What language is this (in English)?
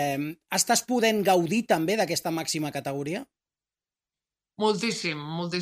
Catalan